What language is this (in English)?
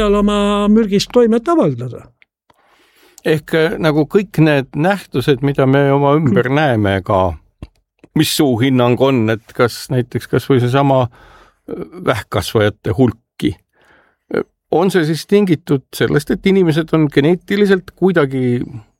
Estonian